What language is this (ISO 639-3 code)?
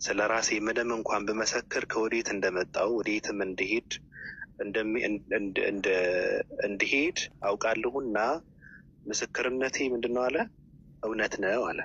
amh